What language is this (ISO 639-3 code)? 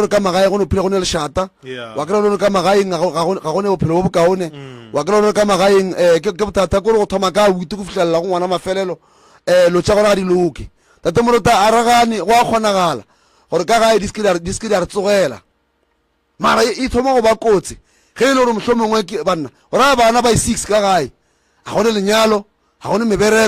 nso